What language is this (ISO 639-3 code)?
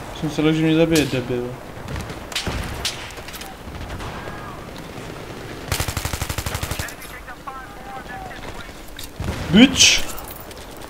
ces